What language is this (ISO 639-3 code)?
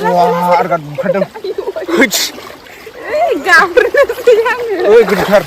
brx